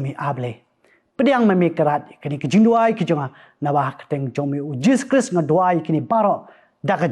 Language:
Khasi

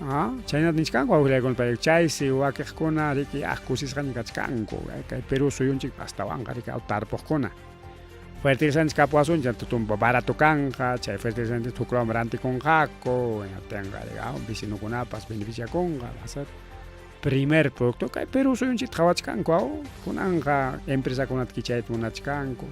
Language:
Ayacucho Quechua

